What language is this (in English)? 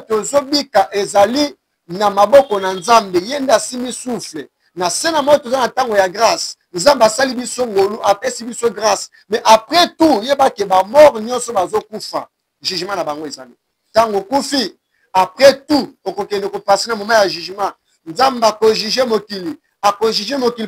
Lingala